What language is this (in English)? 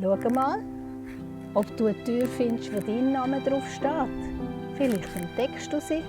Swiss German